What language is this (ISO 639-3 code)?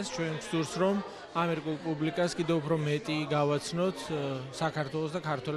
kat